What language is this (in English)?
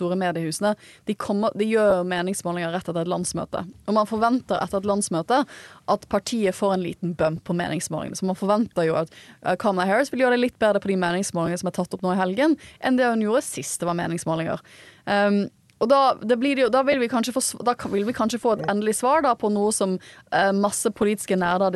Norwegian